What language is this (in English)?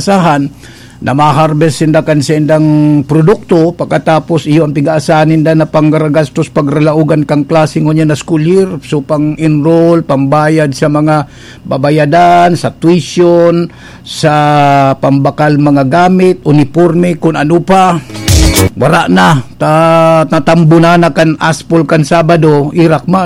Bikol